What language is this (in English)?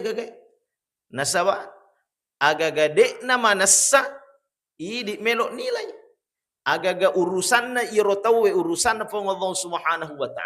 Buginese